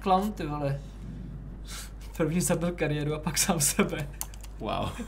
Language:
Czech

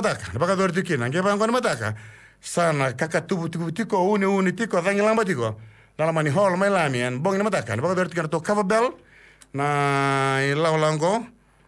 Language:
Fijian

